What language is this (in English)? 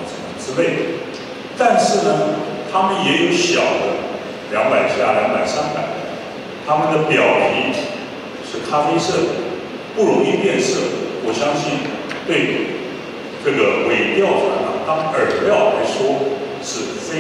Chinese